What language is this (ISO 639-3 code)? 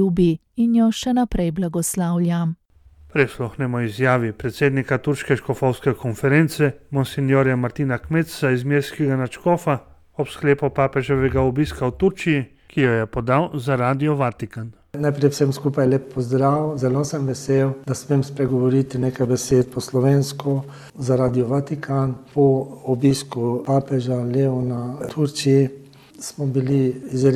slv